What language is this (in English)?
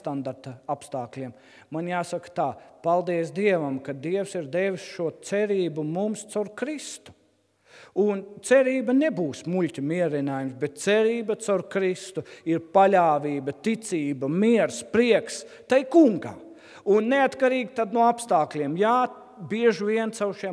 Latvian